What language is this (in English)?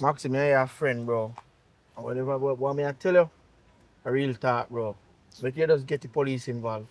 Jamaican Creole English